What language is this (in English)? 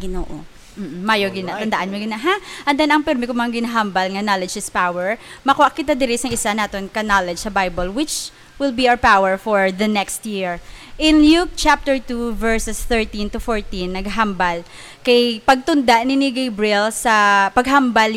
Hiligaynon